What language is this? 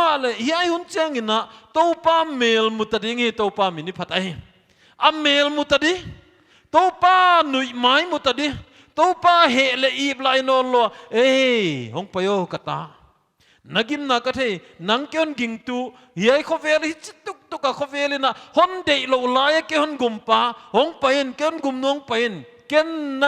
Paite Chin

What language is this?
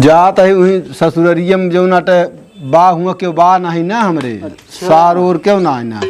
Awadhi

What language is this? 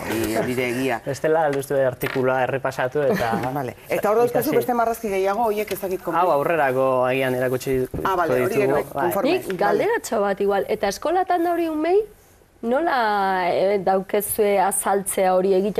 Basque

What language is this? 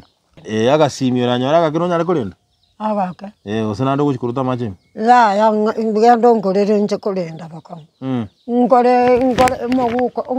Gusii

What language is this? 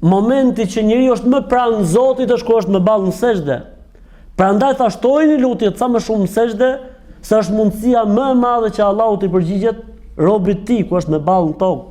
Albanian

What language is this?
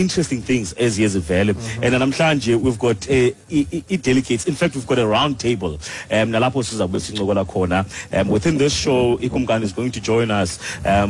Xhosa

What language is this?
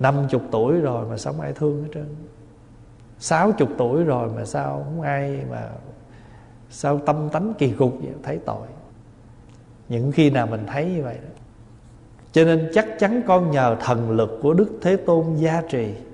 Vietnamese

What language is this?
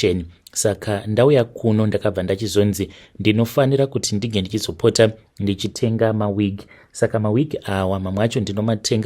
Shona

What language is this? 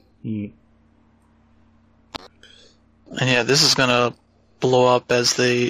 English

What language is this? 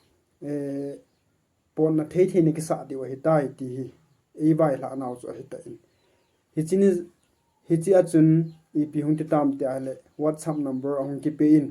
Thado Chin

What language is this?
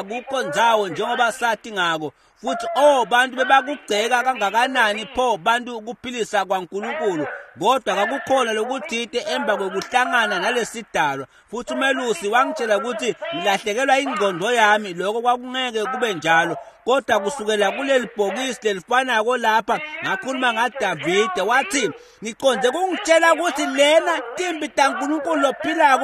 Swati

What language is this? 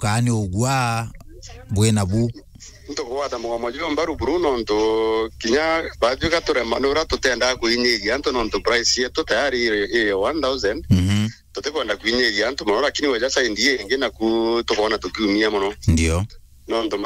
Meru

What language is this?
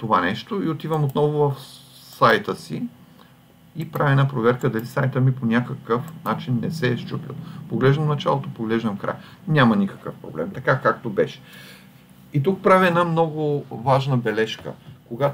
Bulgarian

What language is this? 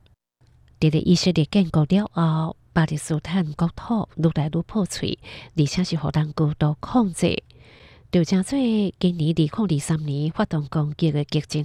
Hakka Chinese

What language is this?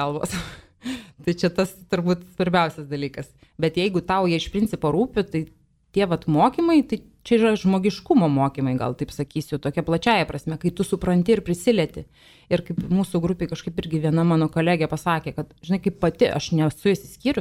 Lithuanian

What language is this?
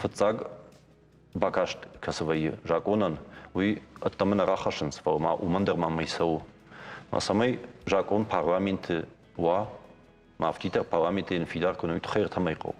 Ossetic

